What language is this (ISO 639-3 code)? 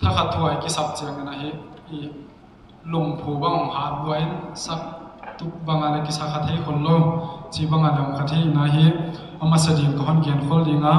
pck